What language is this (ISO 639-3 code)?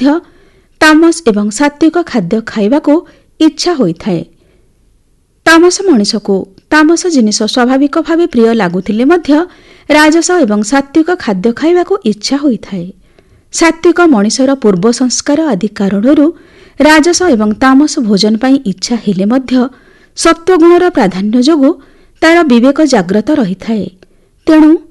ori